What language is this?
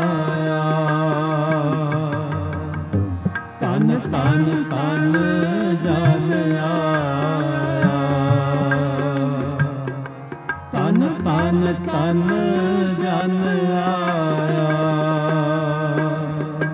Punjabi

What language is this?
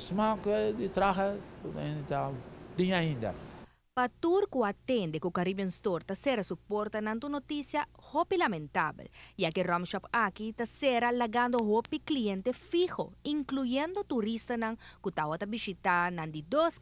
Papiamento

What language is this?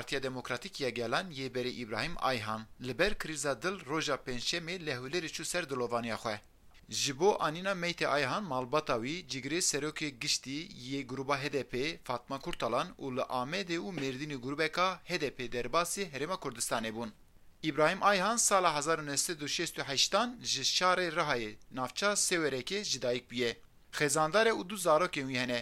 Kurdish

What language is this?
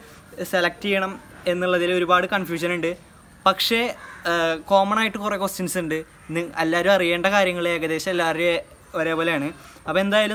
Malayalam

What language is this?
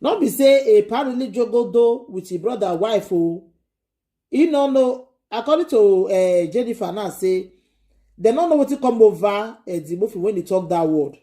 Nigerian Pidgin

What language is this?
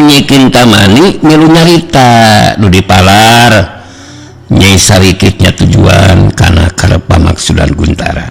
Sundanese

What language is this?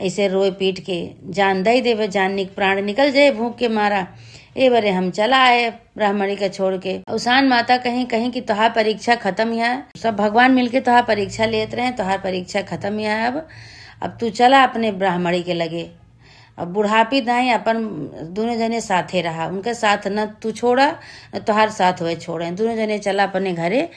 Awadhi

